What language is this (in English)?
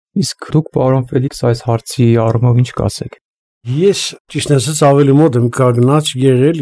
Armenian